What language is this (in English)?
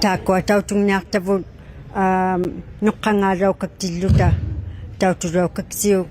Inuktitut